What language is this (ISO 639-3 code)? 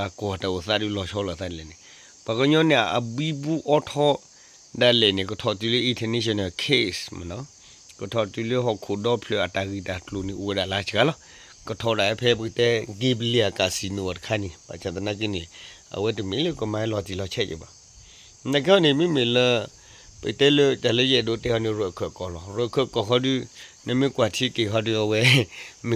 ksw